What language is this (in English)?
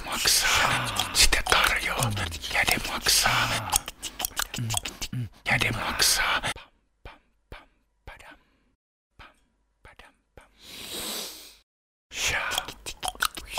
Finnish